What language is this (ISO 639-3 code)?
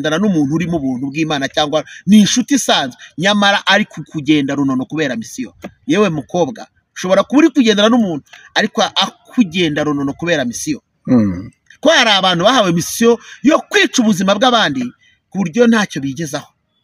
kin